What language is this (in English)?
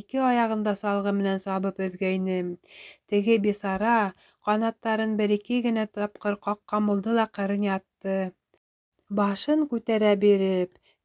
Bashkir